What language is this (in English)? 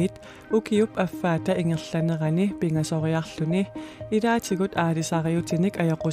Kalaallisut